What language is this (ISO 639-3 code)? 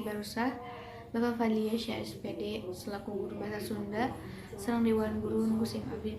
sun